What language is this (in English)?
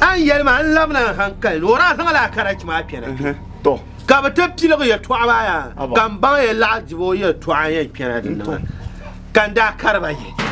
Dagbani